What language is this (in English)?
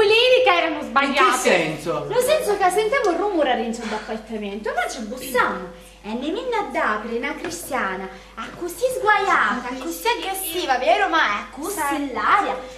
Sicilian